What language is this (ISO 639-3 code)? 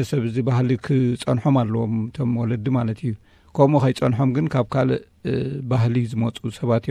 tir